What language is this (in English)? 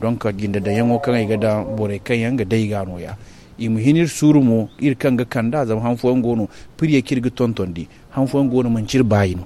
Zarma